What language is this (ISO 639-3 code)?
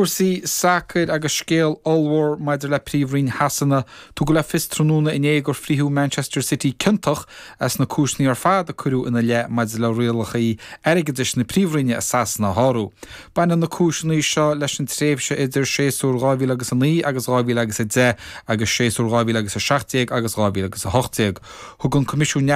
gle